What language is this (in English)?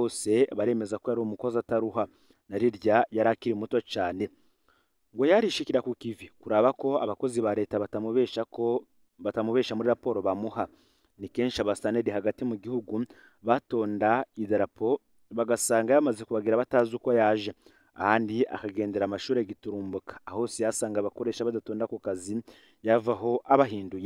Rundi